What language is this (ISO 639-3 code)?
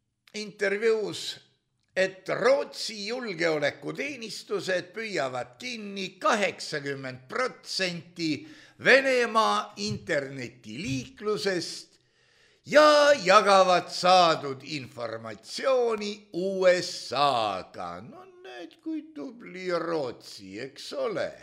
est